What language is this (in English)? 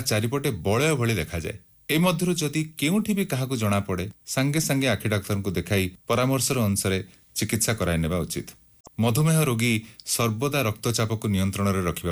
Odia